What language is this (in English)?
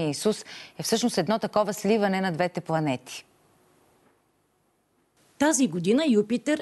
Bulgarian